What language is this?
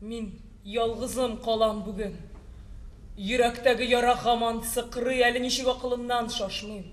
Tatar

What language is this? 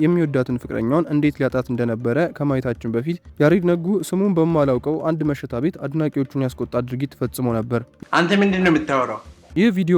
Amharic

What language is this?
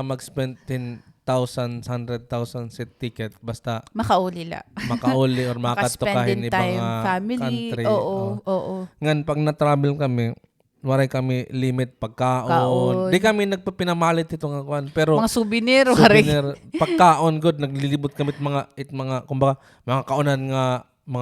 Waray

